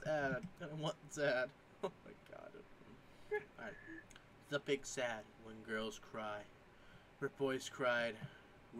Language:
English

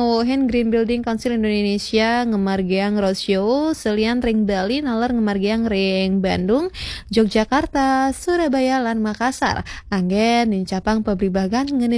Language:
Balinese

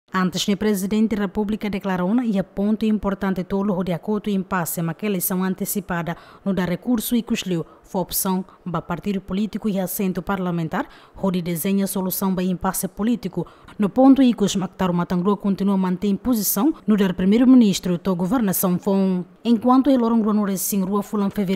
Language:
Tetum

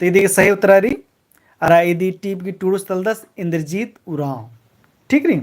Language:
Kurukh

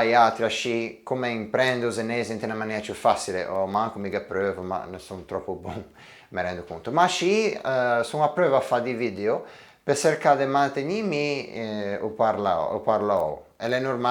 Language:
Ligurian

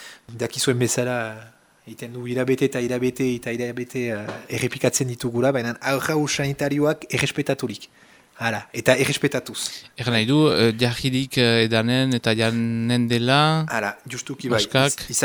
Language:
Basque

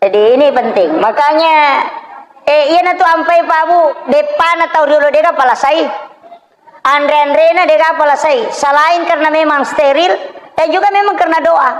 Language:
Buginese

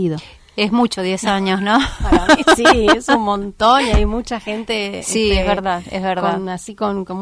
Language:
Spanish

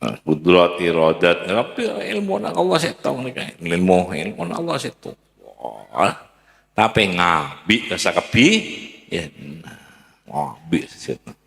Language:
Madurese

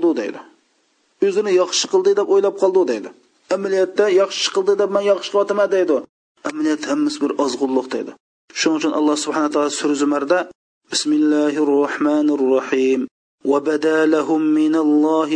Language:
Uyghur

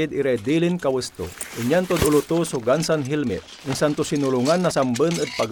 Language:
Pangasinan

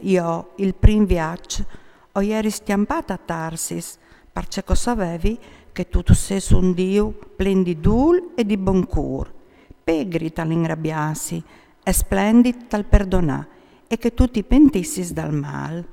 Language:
Friulian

